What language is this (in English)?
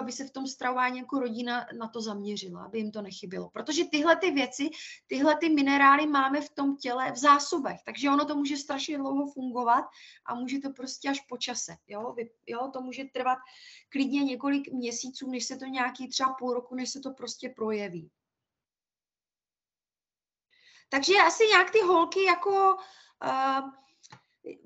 Czech